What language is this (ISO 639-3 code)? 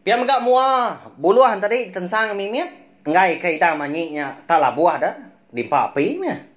iba